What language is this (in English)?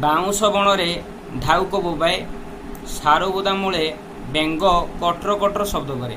Odia